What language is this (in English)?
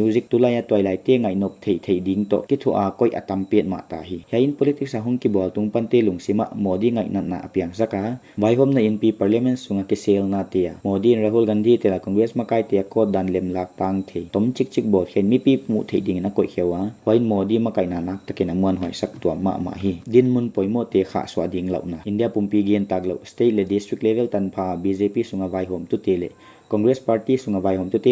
Paite Chin